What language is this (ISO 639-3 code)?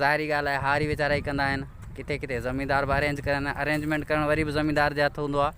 snd